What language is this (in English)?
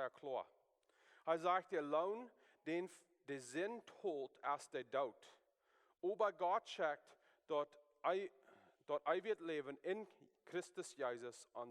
Plautdietsch